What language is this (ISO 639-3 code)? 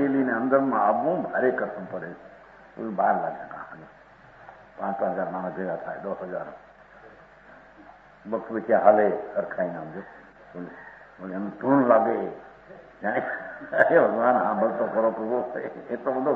guj